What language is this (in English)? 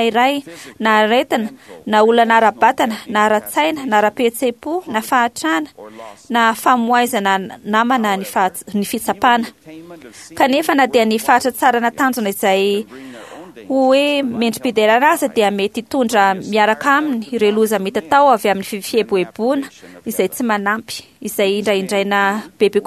Malagasy